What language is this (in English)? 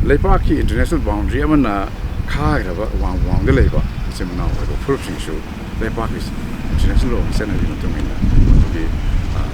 Manipuri